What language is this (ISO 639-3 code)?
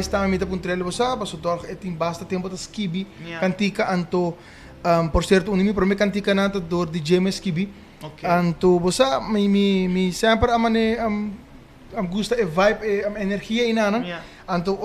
pap